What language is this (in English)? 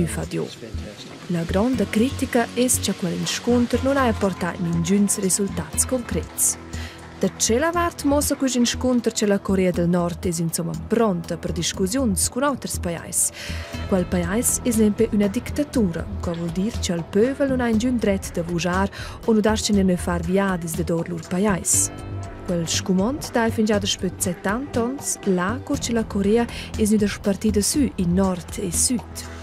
Romansh